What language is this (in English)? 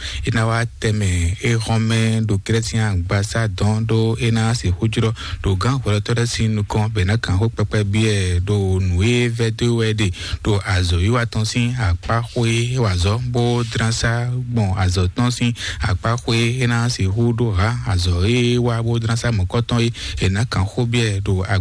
Fon